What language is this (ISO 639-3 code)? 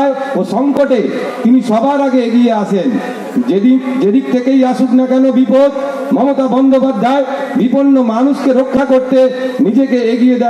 ben